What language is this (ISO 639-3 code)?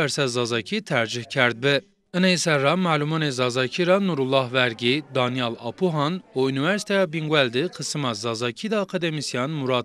zza